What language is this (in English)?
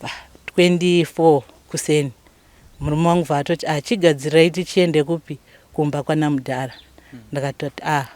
Shona